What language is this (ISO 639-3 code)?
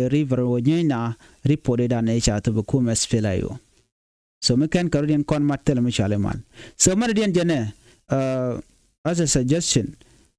nus